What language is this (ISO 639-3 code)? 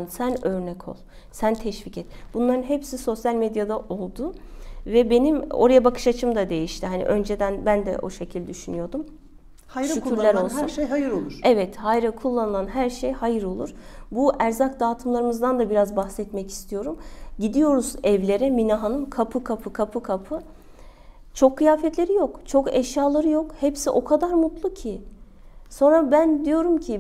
tur